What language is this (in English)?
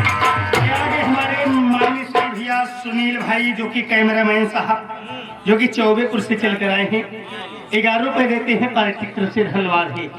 Awadhi